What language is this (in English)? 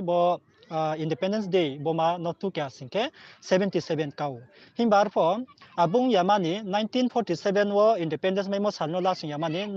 Riang (India)